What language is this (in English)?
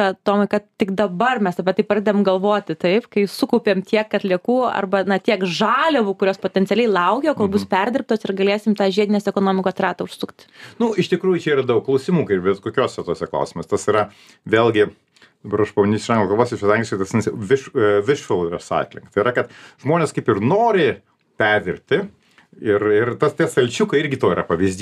Lithuanian